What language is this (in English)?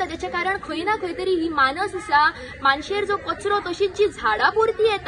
Konkani